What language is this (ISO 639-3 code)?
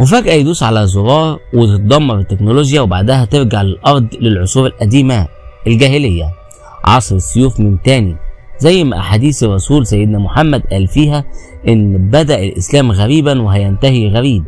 arz